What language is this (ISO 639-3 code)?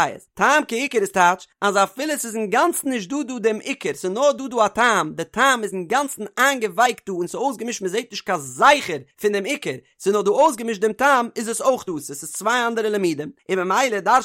yid